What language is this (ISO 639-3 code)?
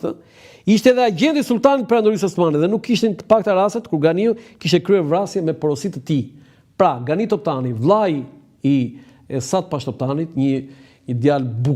sqi